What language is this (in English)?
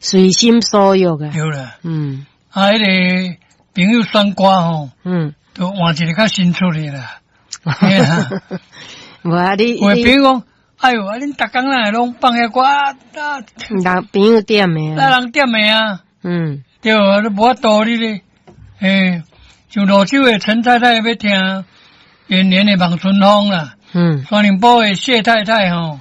Min Nan Chinese